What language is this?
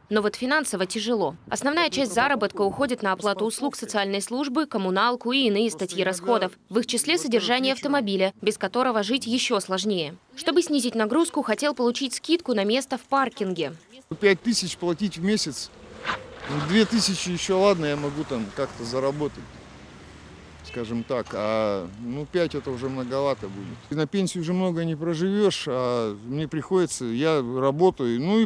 Russian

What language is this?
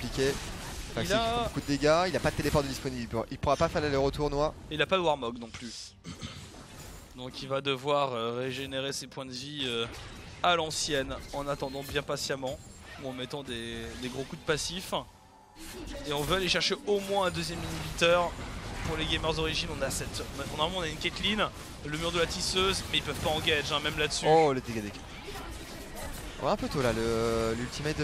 French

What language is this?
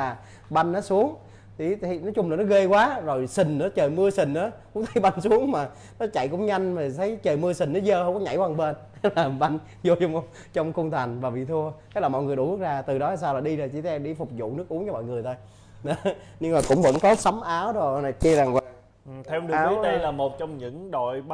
Vietnamese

